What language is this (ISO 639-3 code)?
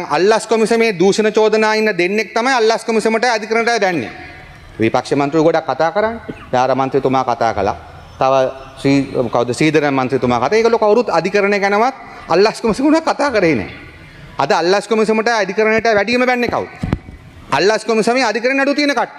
sin